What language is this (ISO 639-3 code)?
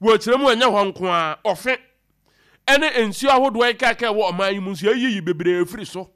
aka